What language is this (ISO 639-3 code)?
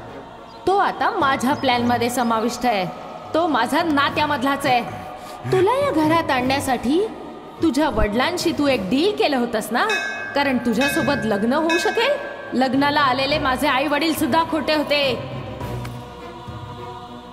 mar